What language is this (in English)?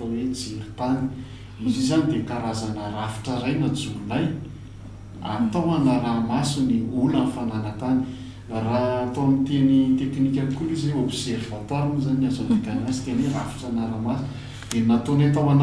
Malagasy